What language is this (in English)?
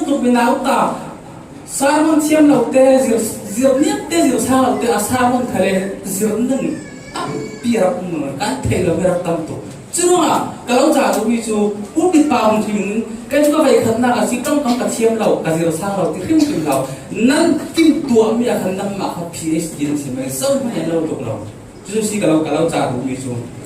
Falam Chin